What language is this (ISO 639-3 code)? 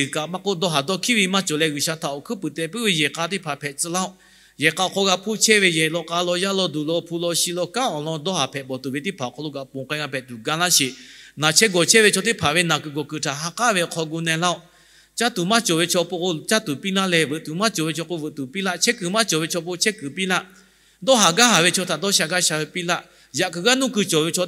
lhu